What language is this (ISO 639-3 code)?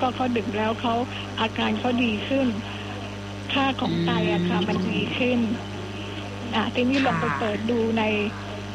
tha